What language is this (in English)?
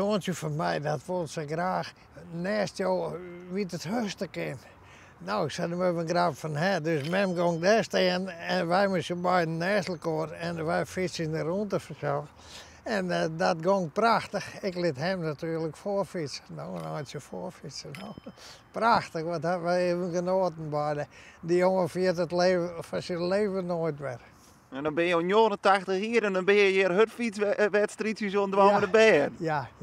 Western Frisian